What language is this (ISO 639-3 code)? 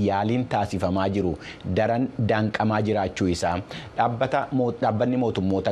orm